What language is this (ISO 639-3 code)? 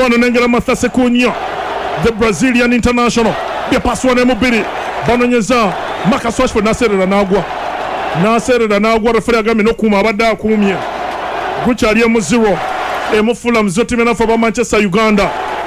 lug